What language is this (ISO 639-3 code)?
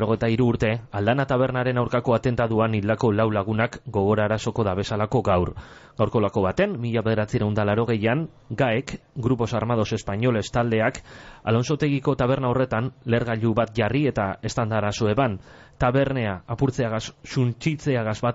eus